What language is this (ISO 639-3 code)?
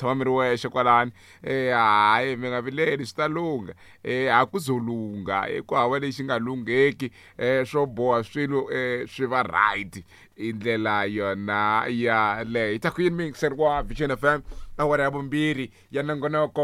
tso